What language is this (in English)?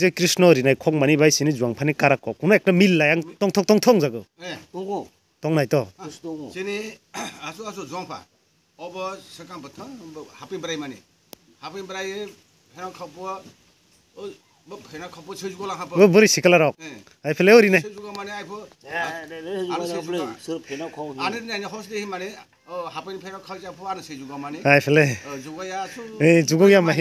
Kok Borok